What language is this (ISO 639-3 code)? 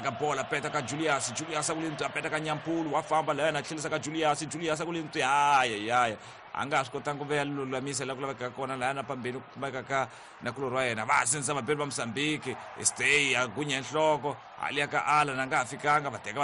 tso